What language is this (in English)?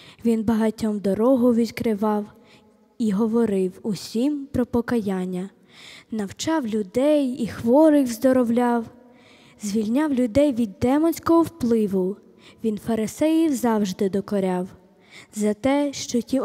Ukrainian